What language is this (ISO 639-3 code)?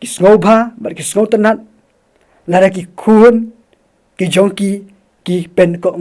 kha